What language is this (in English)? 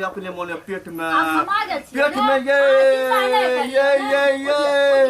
Maithili